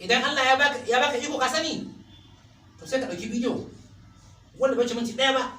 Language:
Hausa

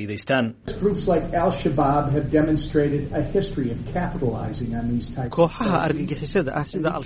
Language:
Somali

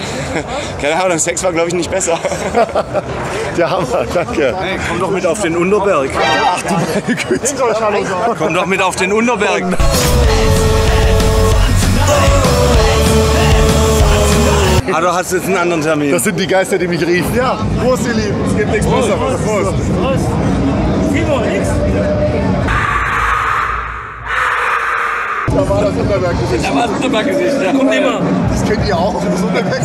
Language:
German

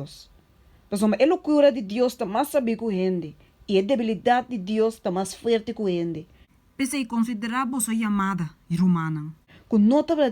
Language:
Papiamento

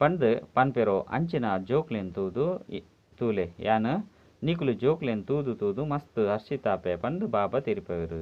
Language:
Tulu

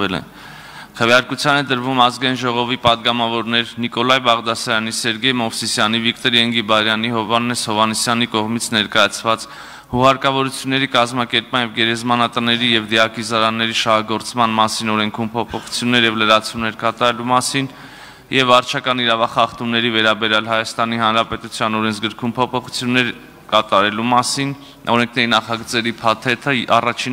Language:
Armenian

